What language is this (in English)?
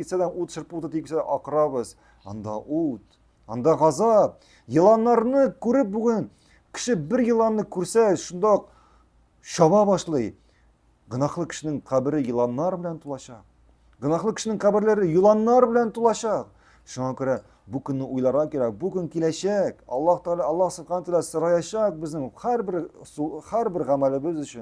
Tatar